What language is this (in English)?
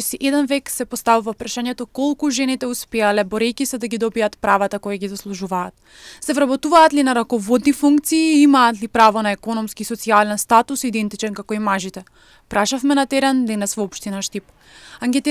Macedonian